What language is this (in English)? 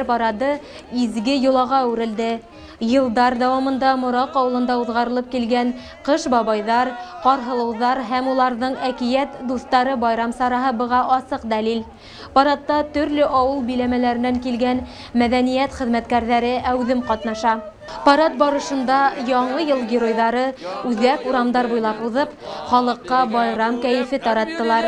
Bashkir